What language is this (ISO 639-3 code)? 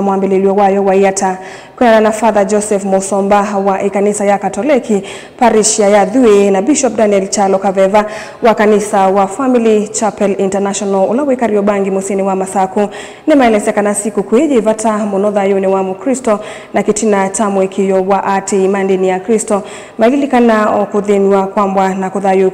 kam